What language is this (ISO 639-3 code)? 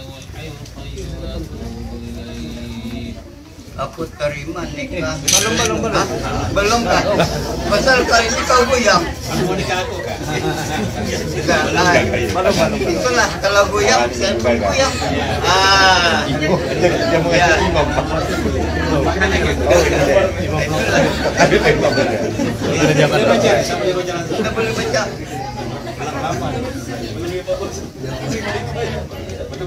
msa